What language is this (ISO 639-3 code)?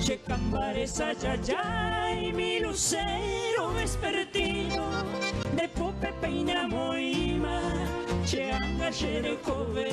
grn